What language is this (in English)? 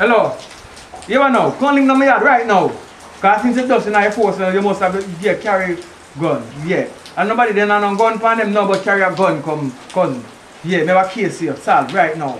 Jamaican Creole English